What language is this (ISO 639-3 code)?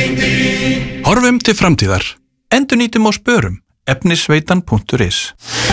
isl